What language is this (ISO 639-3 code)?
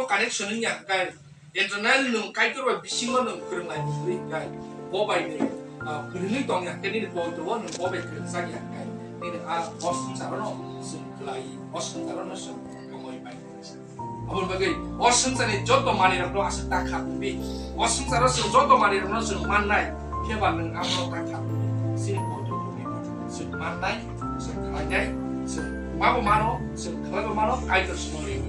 trp